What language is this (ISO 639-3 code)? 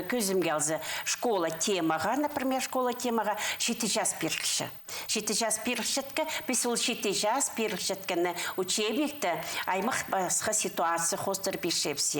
kjh